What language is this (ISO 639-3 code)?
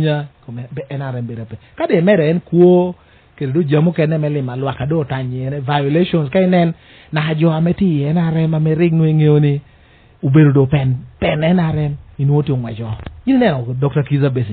laj